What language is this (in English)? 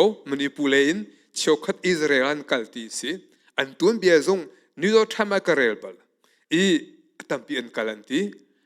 Hakha Chin